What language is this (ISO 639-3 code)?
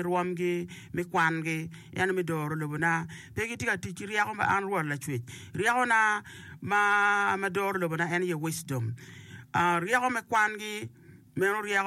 ach